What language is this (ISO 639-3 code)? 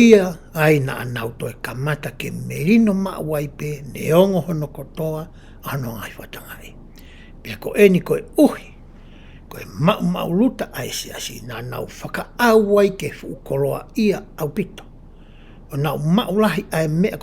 ton